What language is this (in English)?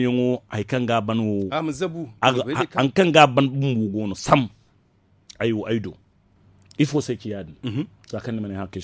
Zarma